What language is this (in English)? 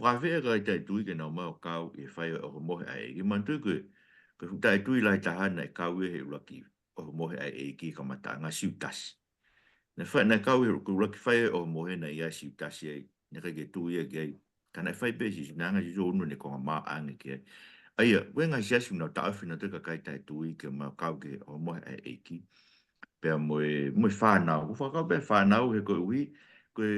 Tongan